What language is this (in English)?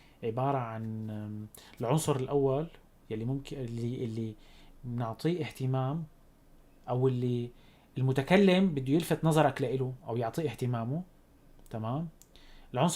North Levantine Arabic